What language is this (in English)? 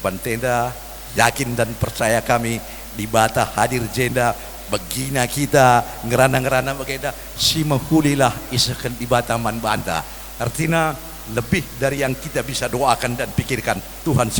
Batak Karo